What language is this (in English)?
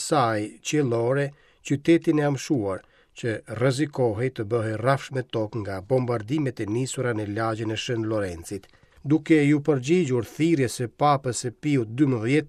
Albanian